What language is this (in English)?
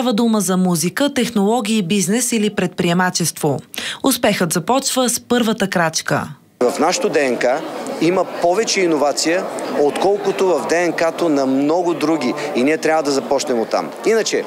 Bulgarian